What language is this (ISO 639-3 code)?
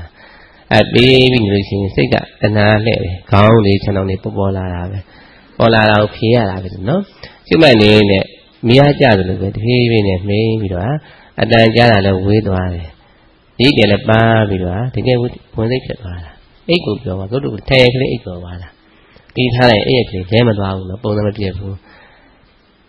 mya